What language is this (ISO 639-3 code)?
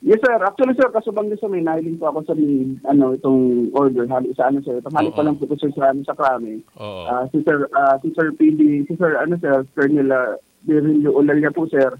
bik